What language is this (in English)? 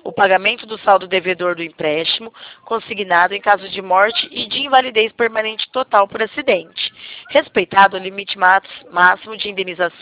Portuguese